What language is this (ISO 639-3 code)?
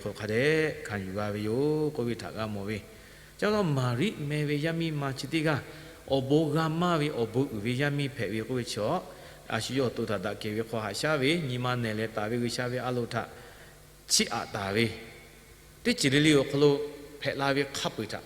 lhu